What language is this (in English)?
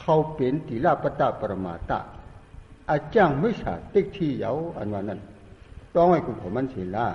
Shan